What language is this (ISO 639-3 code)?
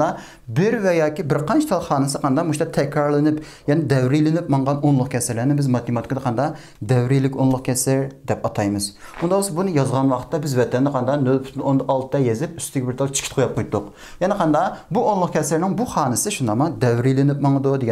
uig